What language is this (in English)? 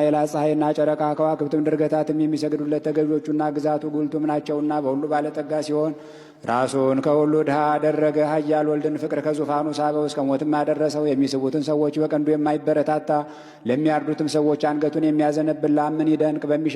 Amharic